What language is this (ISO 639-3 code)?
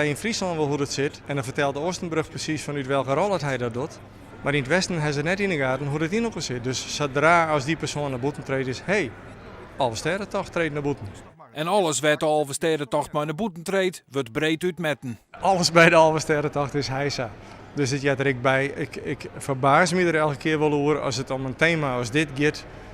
fry